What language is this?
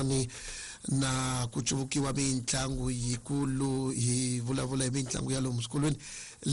Tsonga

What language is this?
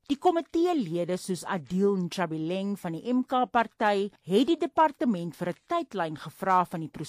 Afrikaans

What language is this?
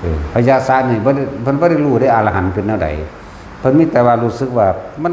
Northeastern Thai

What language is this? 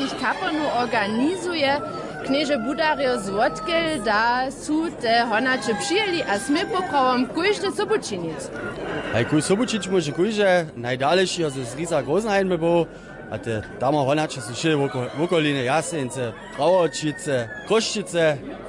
Upper Sorbian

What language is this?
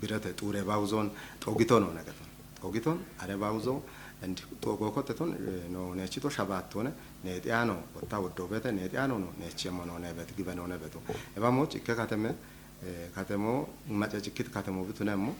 Kafa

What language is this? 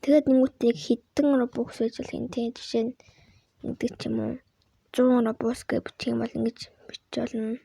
Mongolian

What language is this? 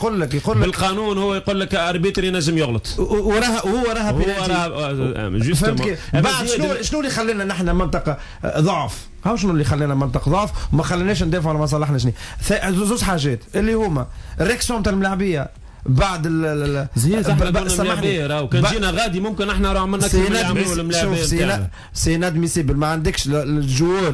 Tunisian Arabic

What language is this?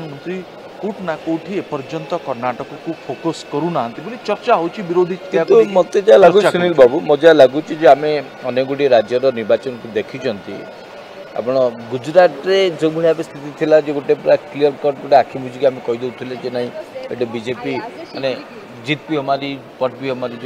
Odia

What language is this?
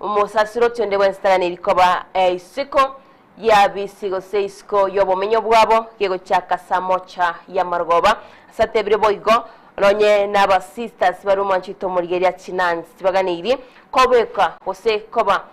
Gusii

